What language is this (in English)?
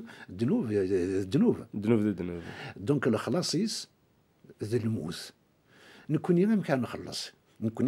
Kabyle